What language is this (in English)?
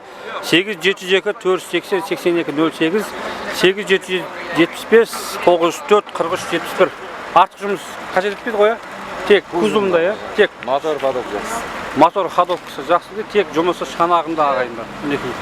Kazakh